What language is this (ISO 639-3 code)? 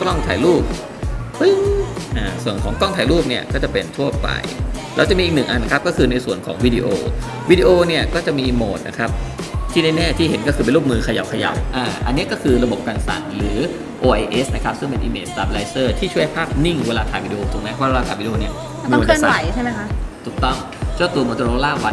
tha